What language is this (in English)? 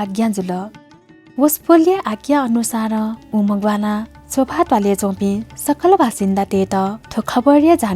Newari